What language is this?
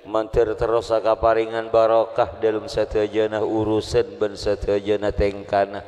Madurese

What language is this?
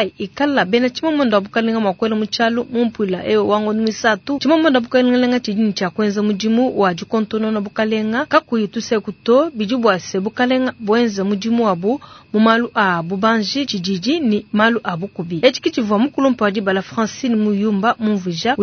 Luba-Lulua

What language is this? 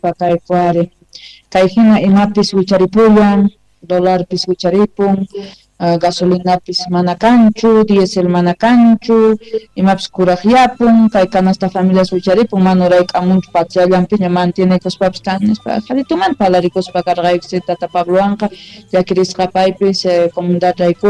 Quechua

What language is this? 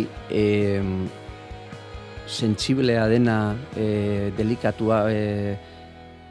Basque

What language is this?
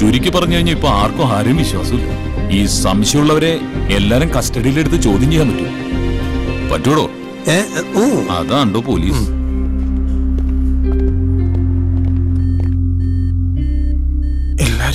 Malayalam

